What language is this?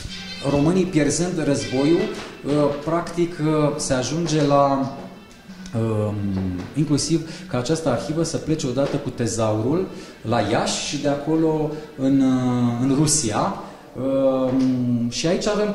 Romanian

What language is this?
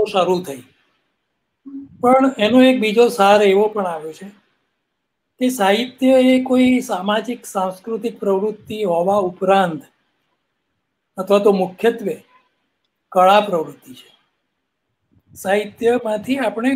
Gujarati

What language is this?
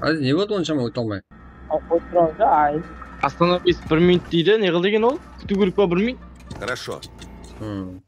Kara-Kalpak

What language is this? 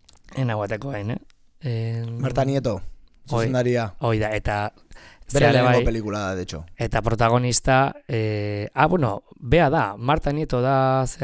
Basque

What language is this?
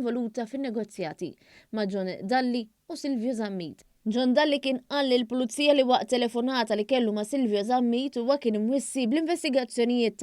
Maltese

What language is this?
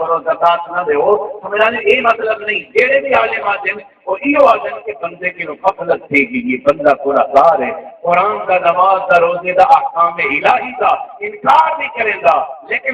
Saraiki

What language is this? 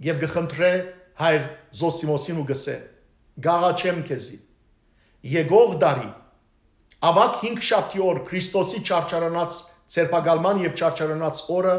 Western Armenian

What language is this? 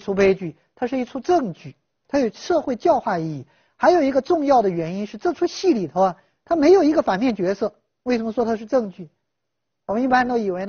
Chinese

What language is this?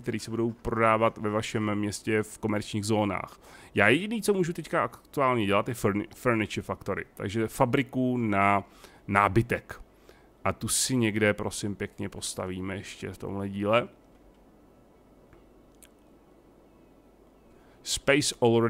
Czech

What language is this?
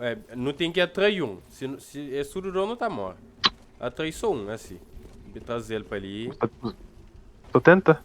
Kabuverdianu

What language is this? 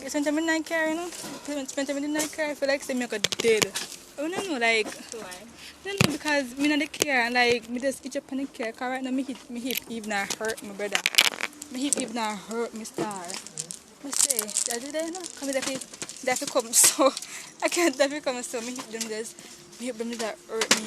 Jamaican Creole English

